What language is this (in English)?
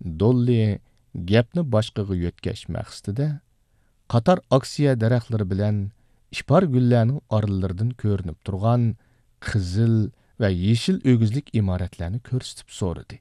Uyghur